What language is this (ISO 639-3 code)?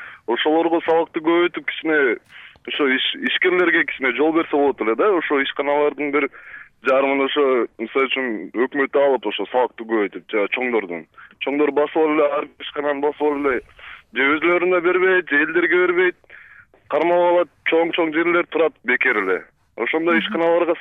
kir